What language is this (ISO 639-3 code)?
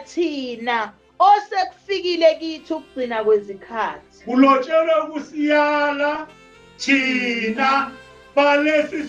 zul